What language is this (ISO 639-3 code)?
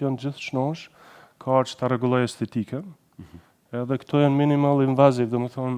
sqi